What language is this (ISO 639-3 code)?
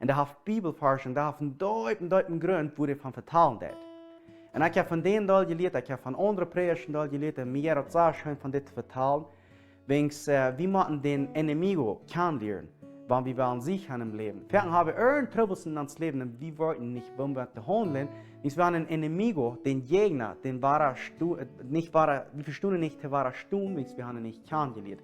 pdt